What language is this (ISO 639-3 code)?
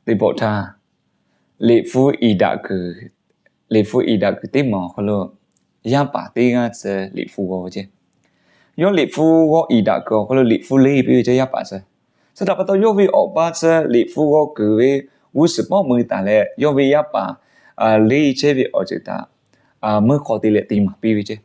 lhu